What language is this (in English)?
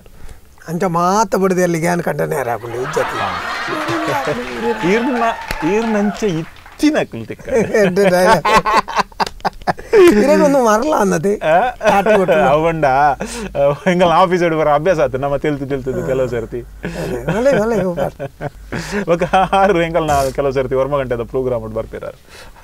Tulu